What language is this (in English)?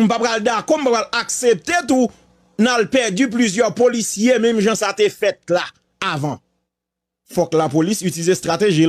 Haitian Creole